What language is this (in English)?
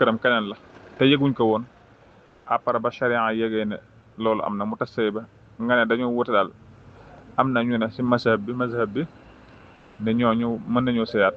Wolof